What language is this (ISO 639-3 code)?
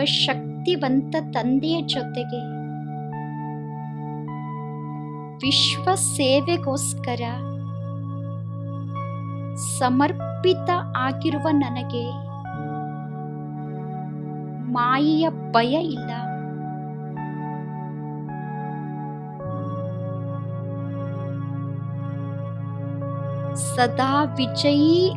kan